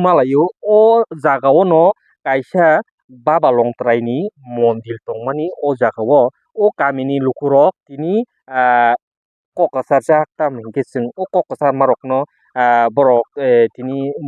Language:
Kok Borok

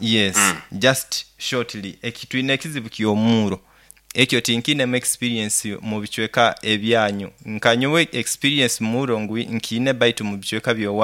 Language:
Nyoro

